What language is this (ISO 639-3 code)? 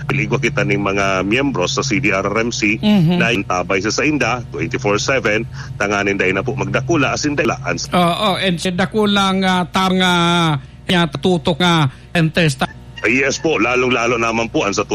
bik